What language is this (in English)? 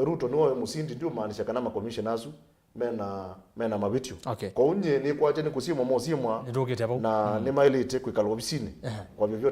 Kamba